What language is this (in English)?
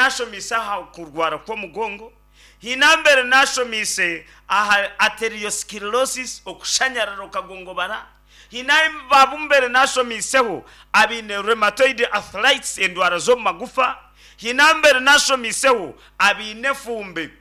Nyankole